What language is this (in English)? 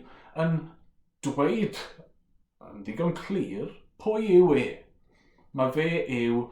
Welsh